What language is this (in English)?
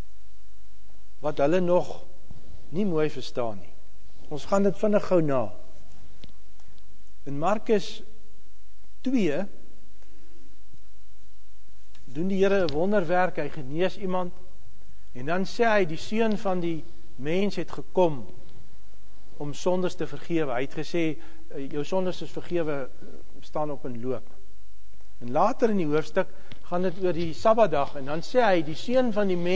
Afrikaans